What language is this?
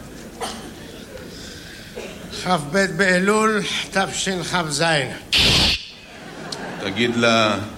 Hebrew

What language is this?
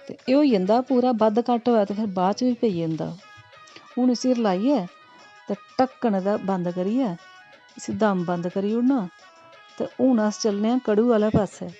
Dogri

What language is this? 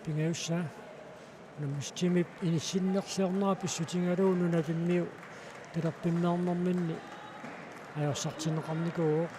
Kalaallisut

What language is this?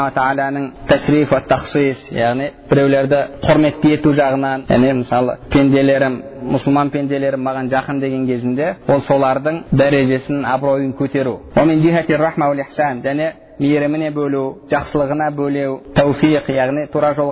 Kazakh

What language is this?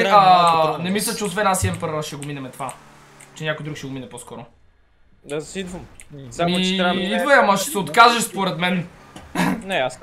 Bulgarian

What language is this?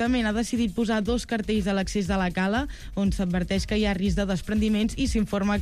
Catalan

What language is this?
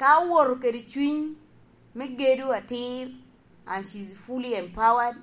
Lango (Uganda)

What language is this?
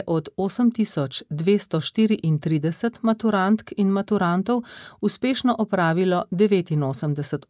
Slovenian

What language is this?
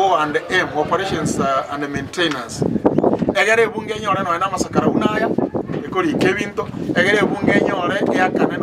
Gusii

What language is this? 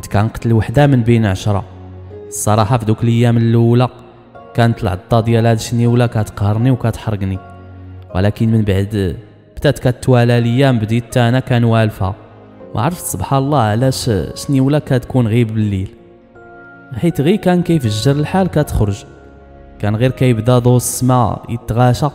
Moroccan Arabic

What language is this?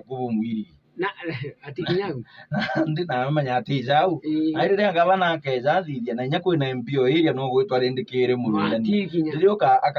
Meru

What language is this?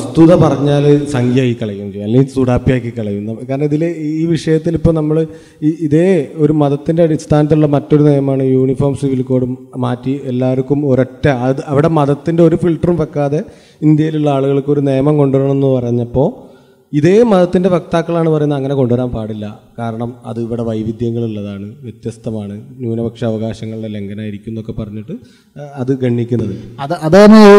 Malayalam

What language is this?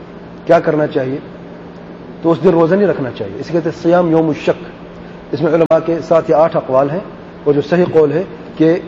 Urdu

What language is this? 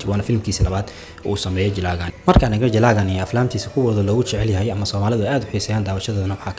Somali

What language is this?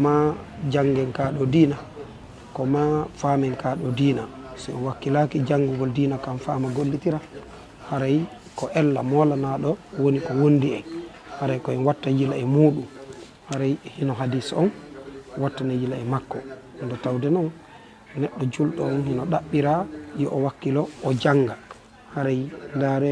Fula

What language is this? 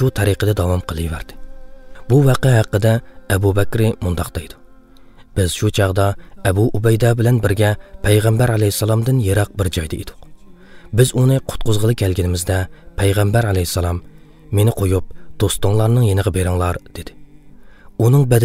Uyghur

